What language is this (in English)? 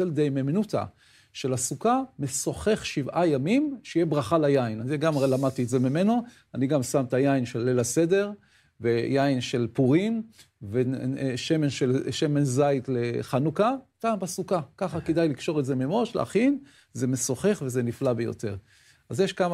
Hebrew